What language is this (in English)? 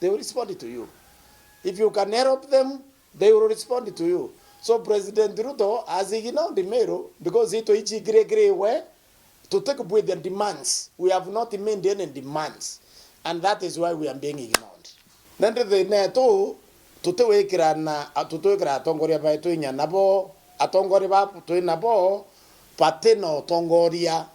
Meru